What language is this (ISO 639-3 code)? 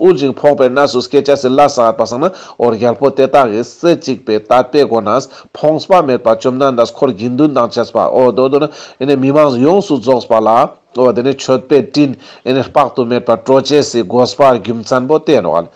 lbj